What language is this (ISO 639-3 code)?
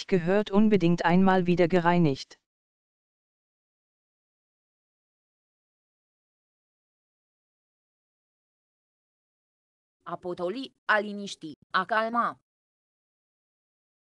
ron